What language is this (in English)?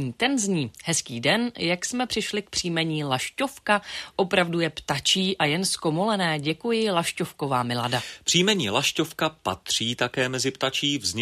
Czech